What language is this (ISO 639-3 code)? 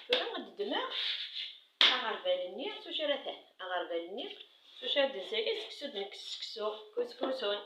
kab